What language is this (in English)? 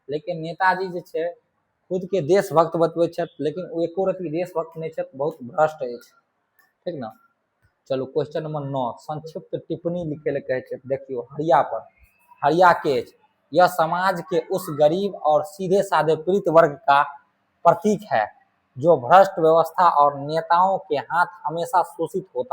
Maithili